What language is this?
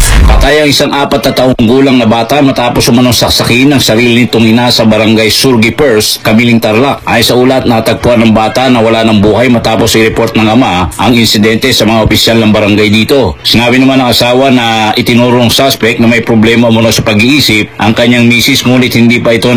Filipino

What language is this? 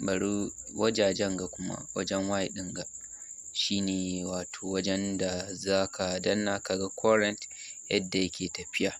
Hausa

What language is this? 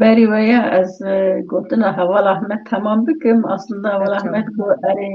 Kurdish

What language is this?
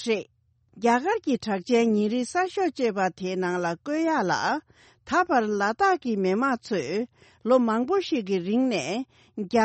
Tibetan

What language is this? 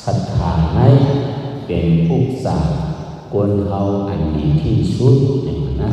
Shan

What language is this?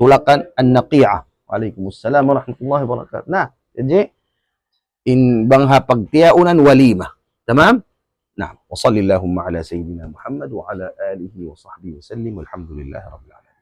Tausug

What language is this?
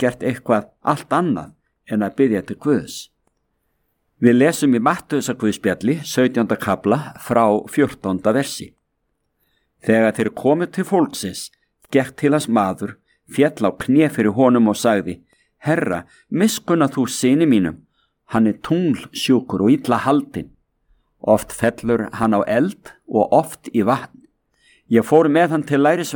Icelandic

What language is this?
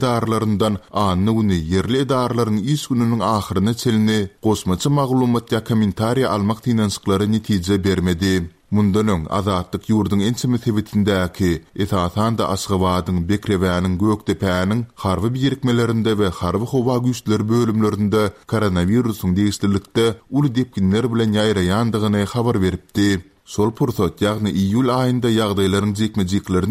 Turkmen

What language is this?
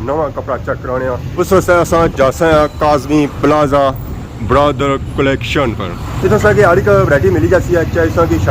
Pahari-Potwari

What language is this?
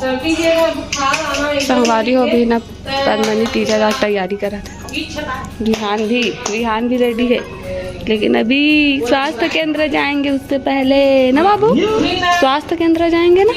Chhattisgarhi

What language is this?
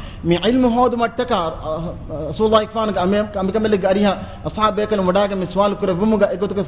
Divehi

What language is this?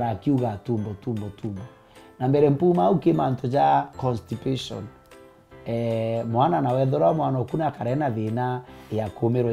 Meru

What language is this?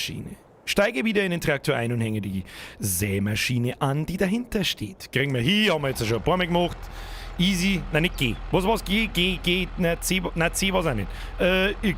Bavarian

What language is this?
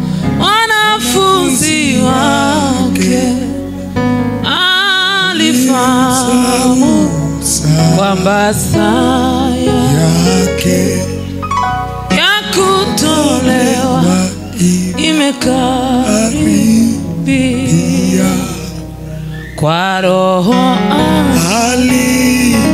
Swahili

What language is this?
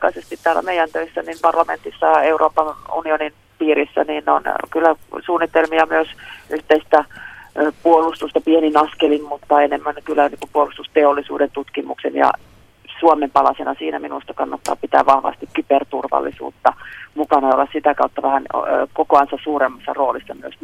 Finnish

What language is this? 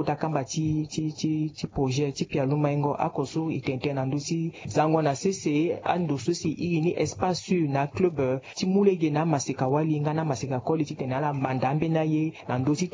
Sango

